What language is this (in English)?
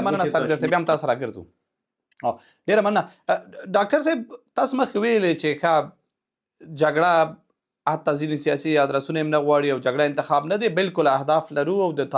Pashto